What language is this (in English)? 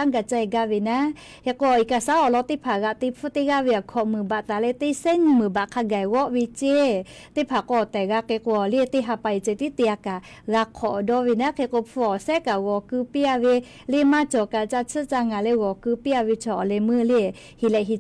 Lahu